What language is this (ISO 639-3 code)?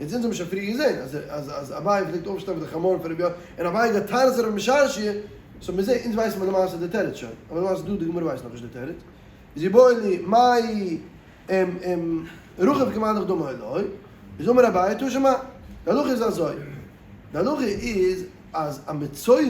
yid